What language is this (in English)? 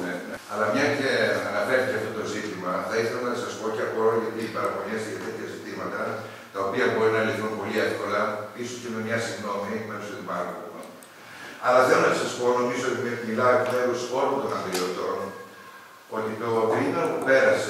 Greek